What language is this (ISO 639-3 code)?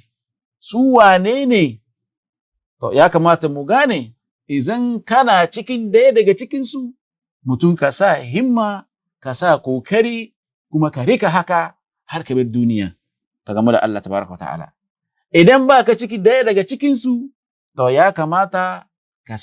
hau